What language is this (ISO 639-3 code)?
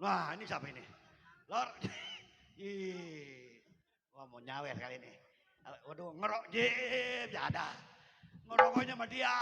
bew